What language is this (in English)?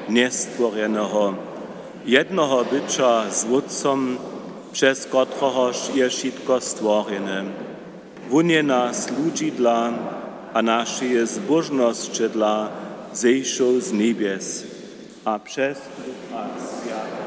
Upper Sorbian